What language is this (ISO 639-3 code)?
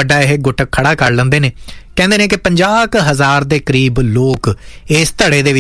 pan